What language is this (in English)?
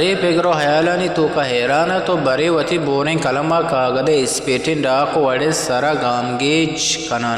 Eastern Balochi